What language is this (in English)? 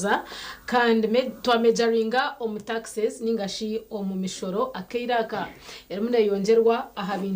Nyankole